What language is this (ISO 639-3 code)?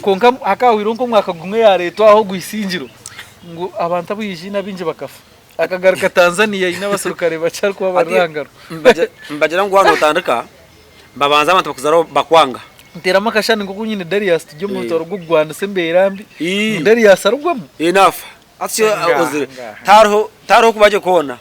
nyn